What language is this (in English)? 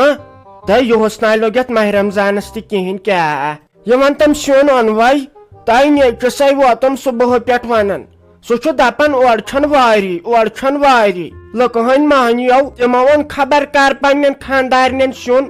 Kashmiri